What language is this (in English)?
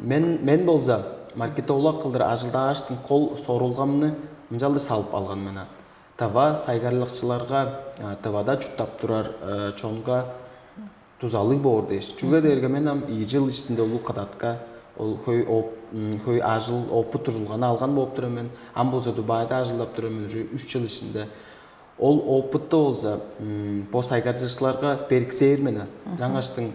Tuvinian